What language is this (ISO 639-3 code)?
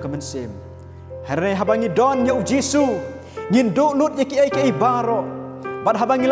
kha